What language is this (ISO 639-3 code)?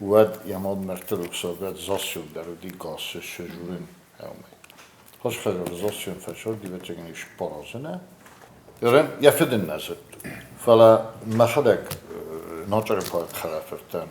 oss